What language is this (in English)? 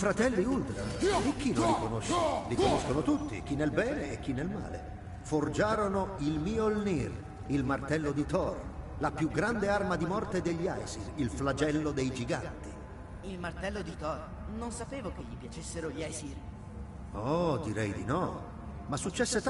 Italian